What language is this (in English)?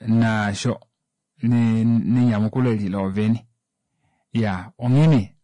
Kuanyama